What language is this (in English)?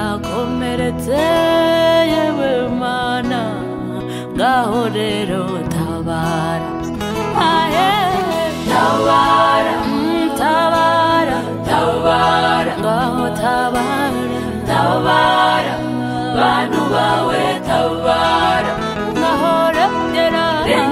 Kinyarwanda